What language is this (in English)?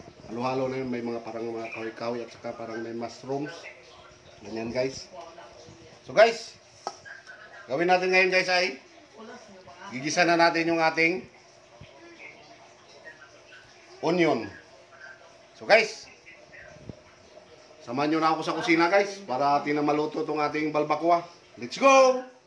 Filipino